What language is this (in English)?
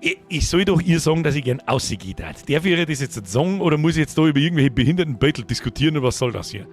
Bavarian